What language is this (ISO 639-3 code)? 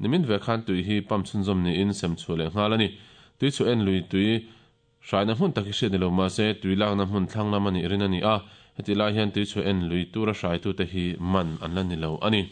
lus